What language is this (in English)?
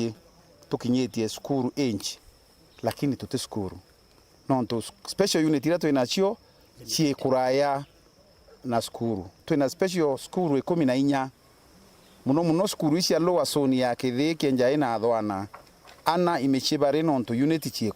Meru